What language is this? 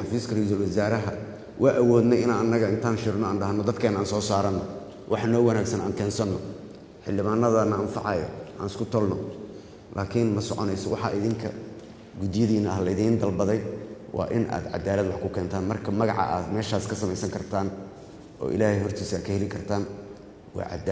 Somali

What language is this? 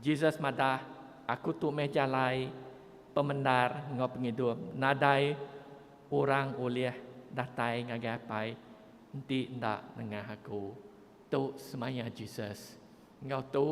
Iban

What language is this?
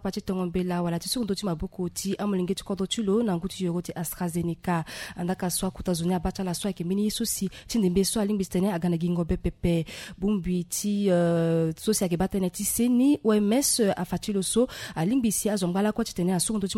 Sango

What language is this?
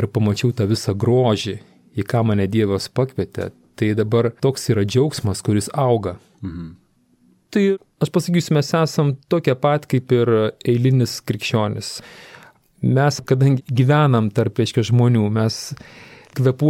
Lithuanian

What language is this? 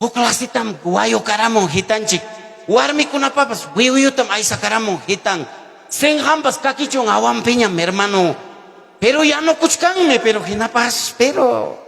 Ayacucho Quechua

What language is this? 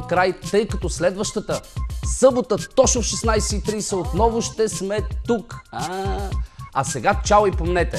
Bulgarian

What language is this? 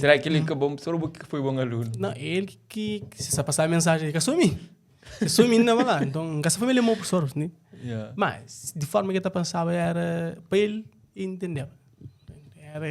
Kabuverdianu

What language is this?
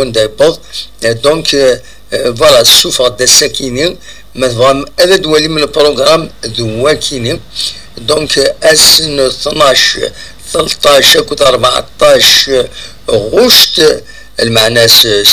Kabyle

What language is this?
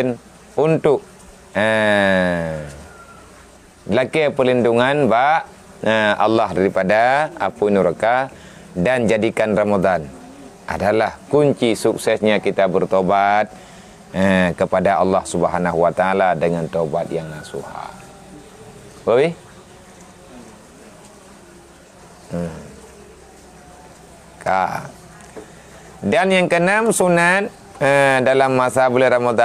Malay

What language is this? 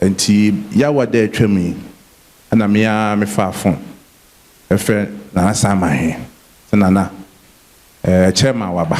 Akan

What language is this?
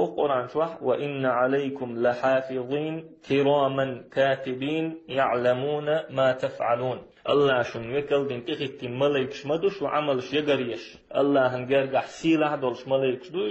Chechen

